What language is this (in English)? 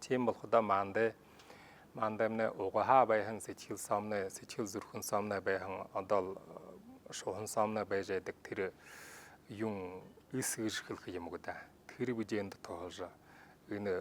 Buriat